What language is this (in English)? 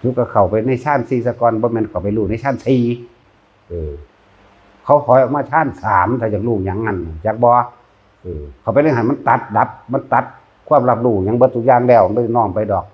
Northeastern Thai